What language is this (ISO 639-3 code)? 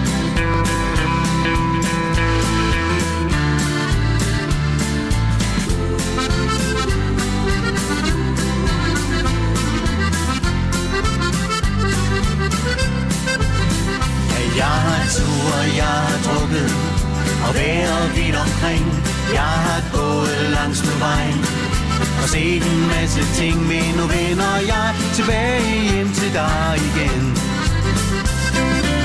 dan